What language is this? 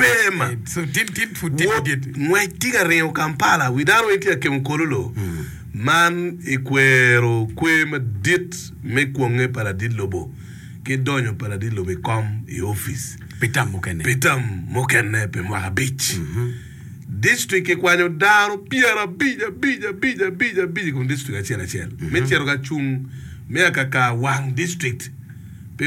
Acoli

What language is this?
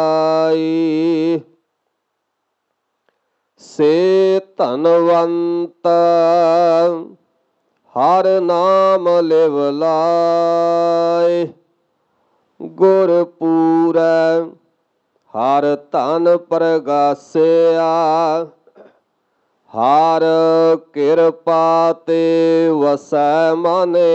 Punjabi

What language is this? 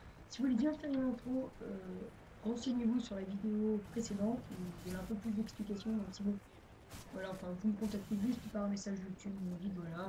French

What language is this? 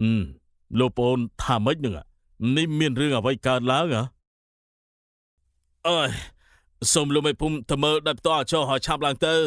Khmer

